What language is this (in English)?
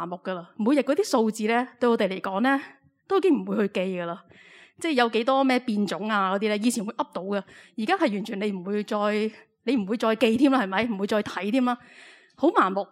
Cantonese